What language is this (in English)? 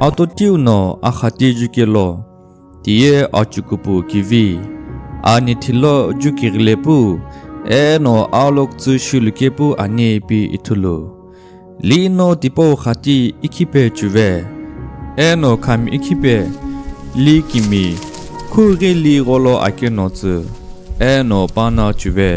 Sumi Naga